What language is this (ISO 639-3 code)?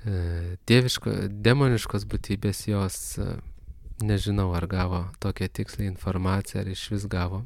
lit